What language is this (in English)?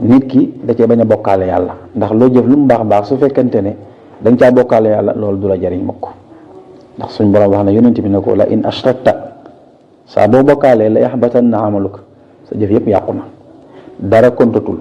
Wolof